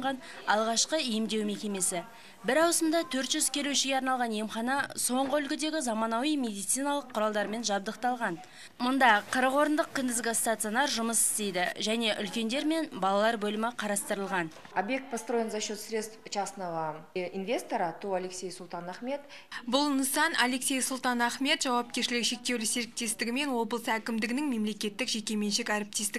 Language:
Kazakh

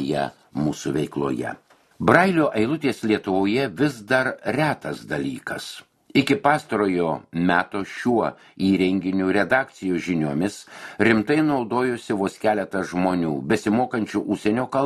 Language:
Lithuanian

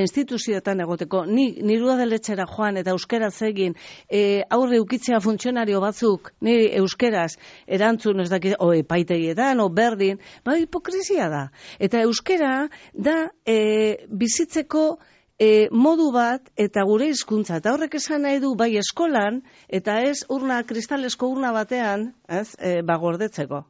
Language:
Basque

